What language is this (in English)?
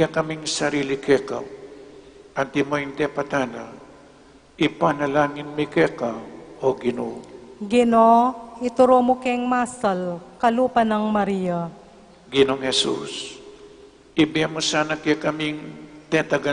Pampanga